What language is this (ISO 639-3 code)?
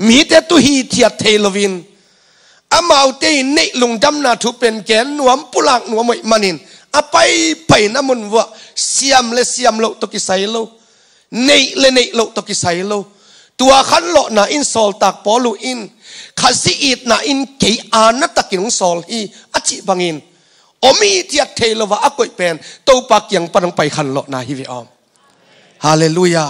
ctd